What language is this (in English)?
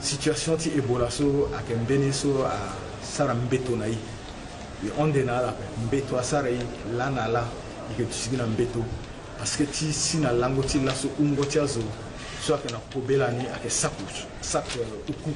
Sango